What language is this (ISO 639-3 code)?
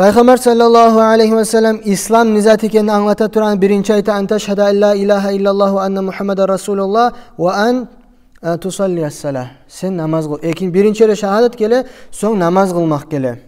kum